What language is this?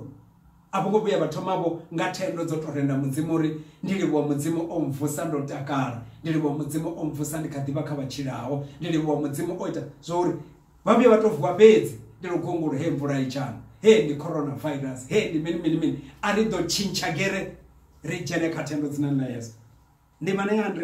Venda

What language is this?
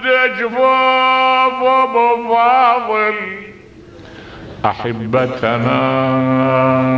Arabic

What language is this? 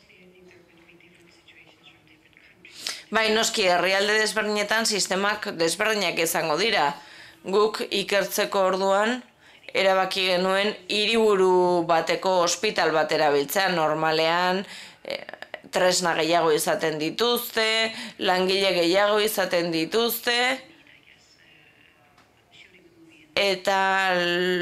Basque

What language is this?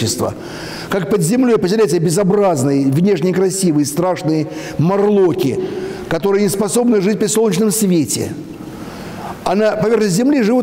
Russian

